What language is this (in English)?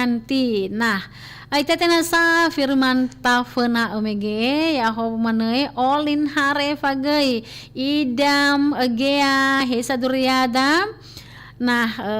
Nias